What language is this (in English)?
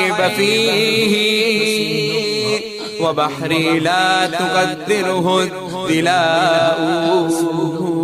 Urdu